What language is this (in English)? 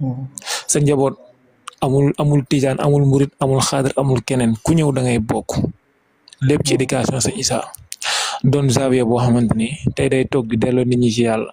Wolof